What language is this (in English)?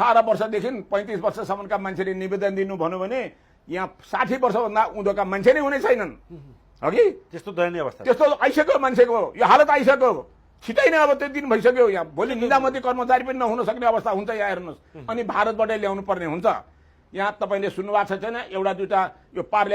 Nepali